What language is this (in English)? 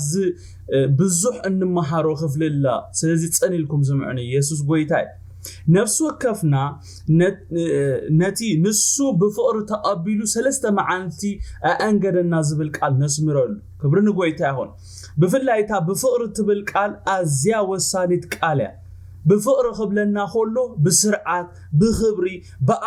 Tigrinya